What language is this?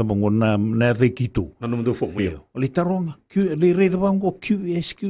Fijian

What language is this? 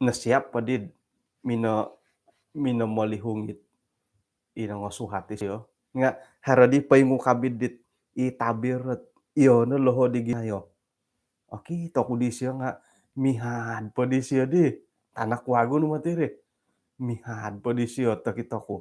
Central Dusun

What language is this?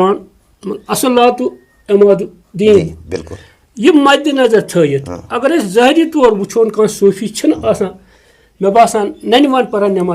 Kashmiri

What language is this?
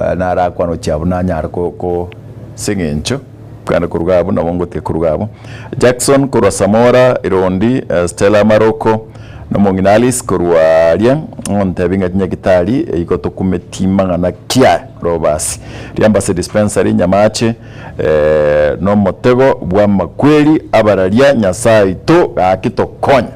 Gusii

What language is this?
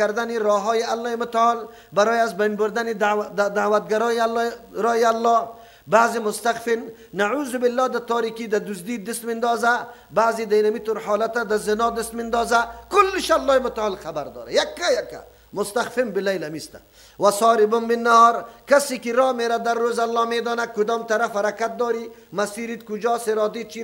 Persian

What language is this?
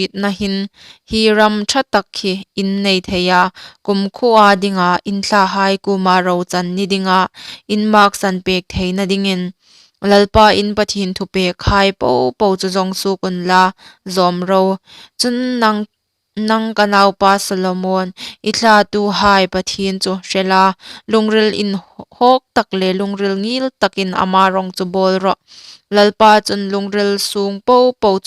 Hmar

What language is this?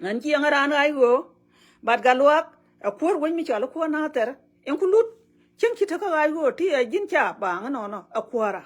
Nuer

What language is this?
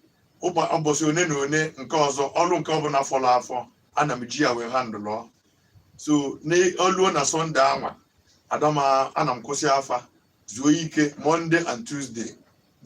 Igbo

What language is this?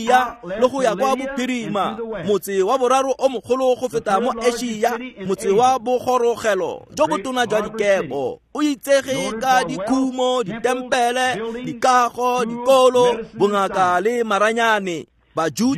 Tswana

